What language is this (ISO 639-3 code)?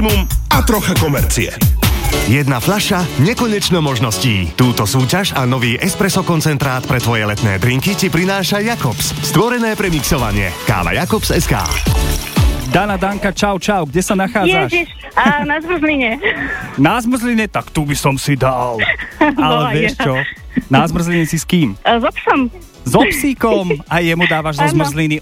slk